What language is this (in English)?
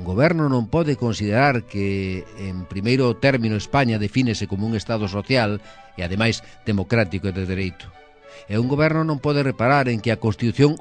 Galician